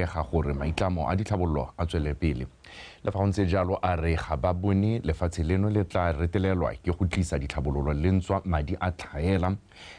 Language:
Tswana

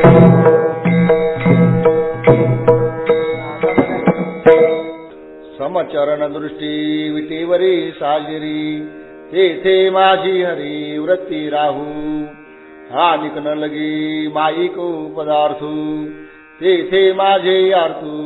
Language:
Marathi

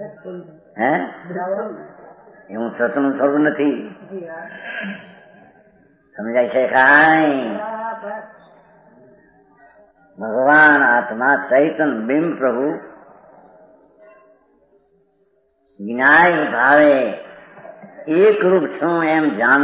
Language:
Gujarati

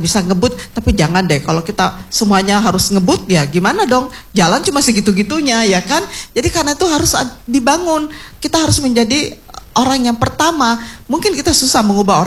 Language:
Indonesian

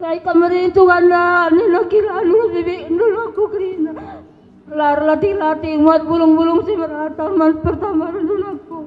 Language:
Batak Karo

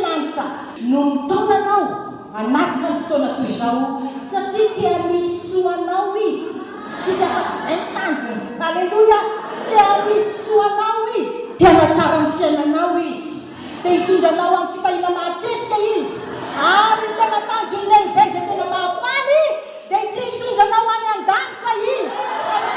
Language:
Malagasy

